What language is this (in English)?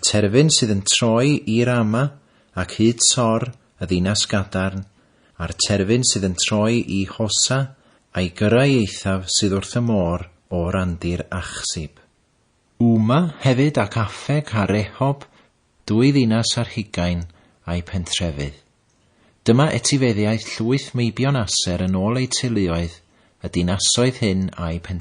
Welsh